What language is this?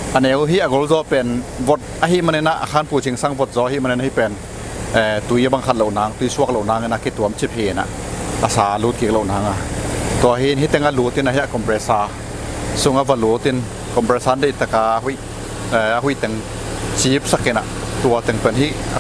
Tedim Chin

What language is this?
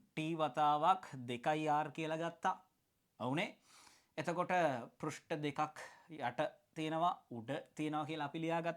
Sinhala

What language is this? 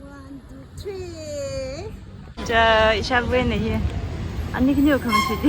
Tangkhul Naga (India)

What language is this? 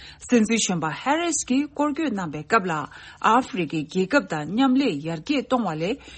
Tibetan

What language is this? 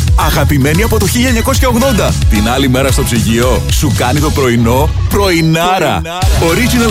Greek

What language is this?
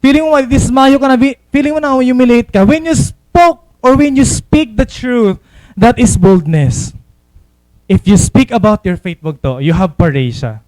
Waray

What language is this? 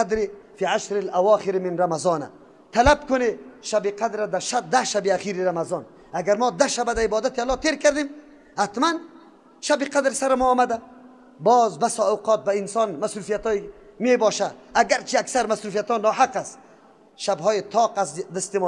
Persian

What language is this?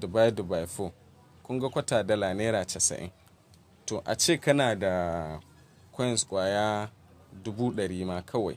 Hausa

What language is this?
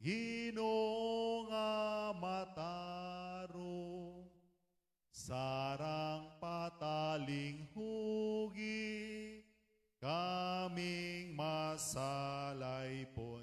Cebuano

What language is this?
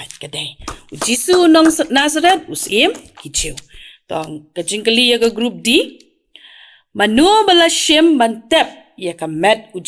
Khasi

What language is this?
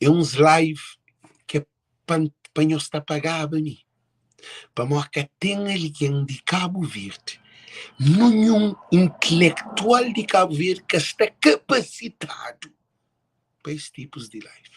Kabuverdianu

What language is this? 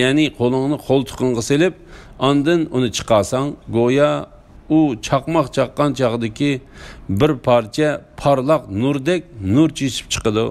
Uyghur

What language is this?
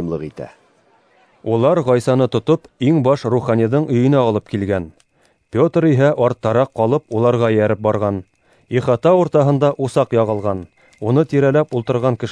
Bashkir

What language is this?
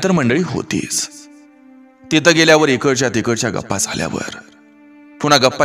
Marathi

